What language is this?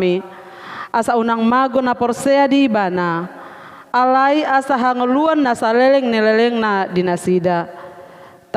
Batak Toba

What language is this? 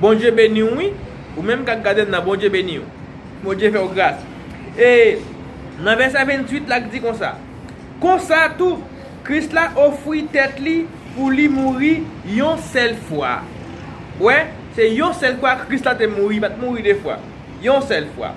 Haitian Creole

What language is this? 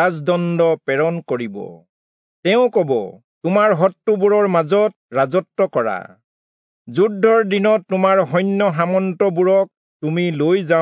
Assamese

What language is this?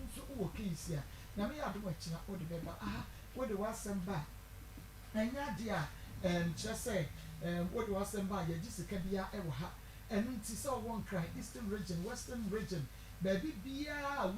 Akan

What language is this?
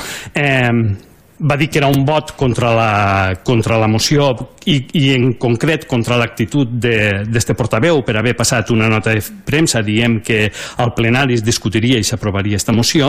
Catalan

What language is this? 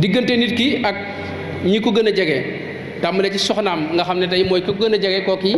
Wolof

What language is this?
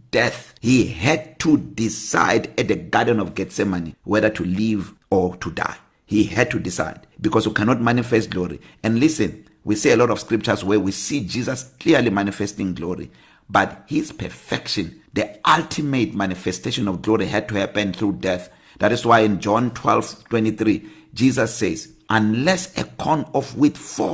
English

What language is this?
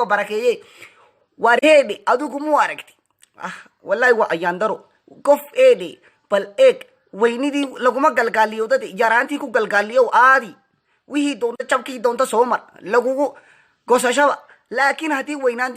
Somali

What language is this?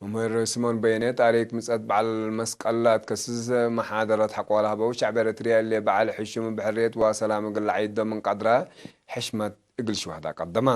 Tigre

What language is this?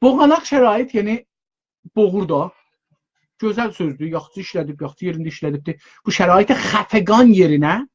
South Azerbaijani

